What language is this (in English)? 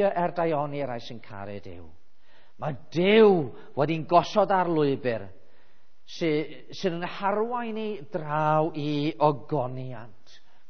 Welsh